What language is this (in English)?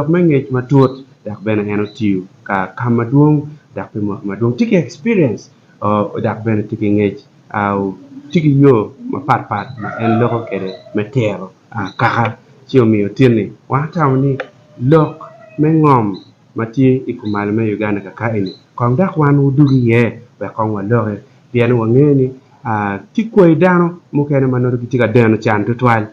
Acoli